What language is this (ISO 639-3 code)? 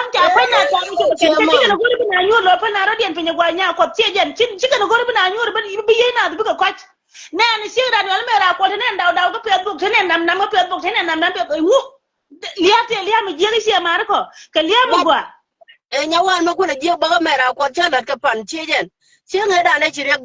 nus